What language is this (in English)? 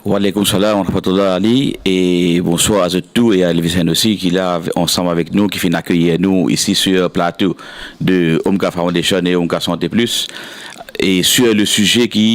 Morisyen